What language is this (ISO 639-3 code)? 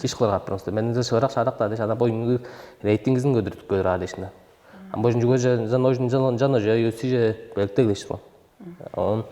tyv